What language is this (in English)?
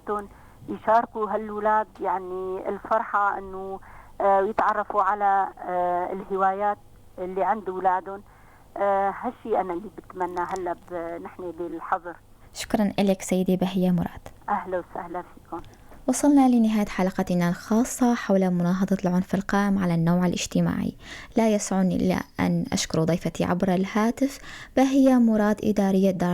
North Levantine Arabic